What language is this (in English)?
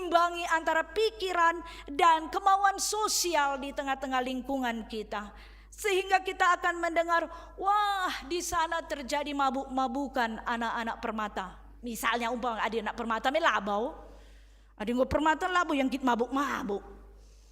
Batak Karo